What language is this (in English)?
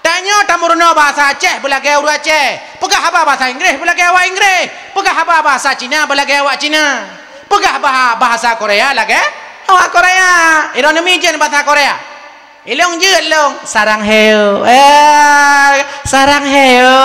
Achinese